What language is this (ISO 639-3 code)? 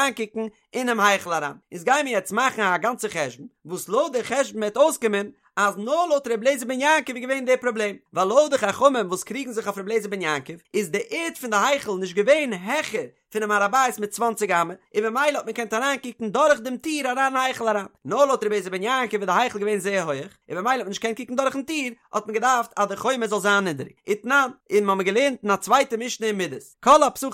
yid